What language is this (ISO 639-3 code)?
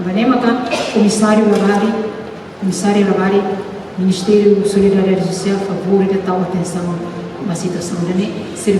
tet